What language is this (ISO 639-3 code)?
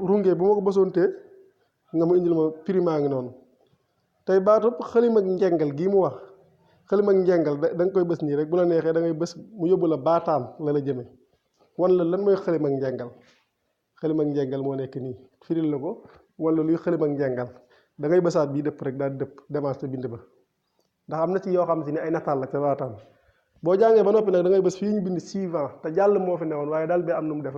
wol